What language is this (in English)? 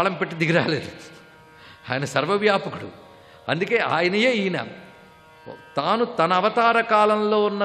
Telugu